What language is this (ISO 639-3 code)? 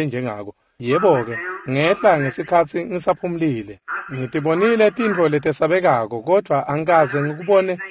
ssw